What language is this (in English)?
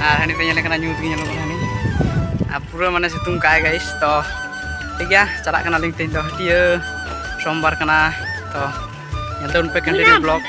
Santali